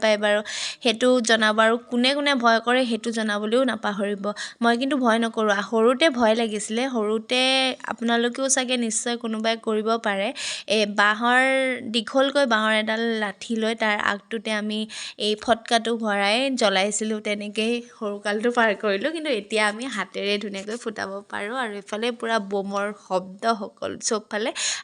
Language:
Assamese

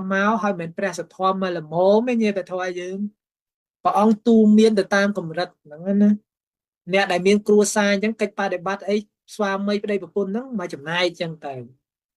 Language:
Khmer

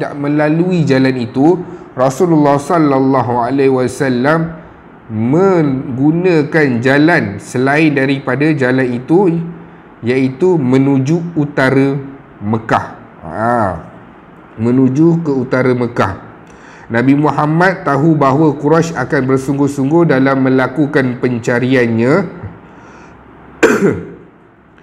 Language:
Malay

